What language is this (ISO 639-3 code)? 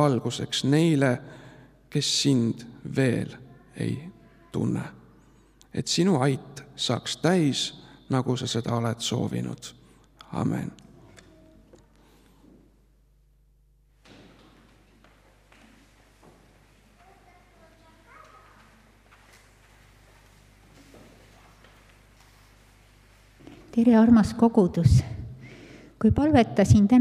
est